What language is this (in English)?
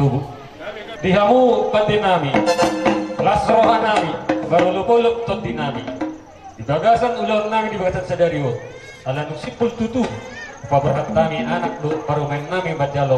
Batak Toba